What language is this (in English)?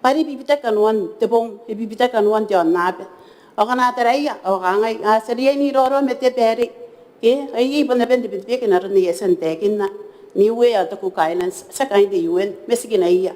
Gilbertese